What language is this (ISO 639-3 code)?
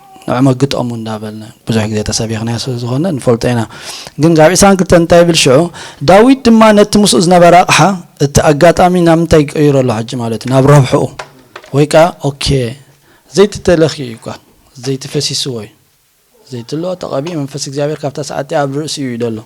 tir